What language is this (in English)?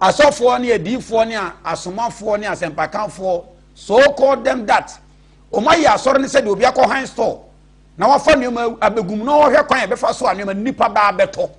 Akan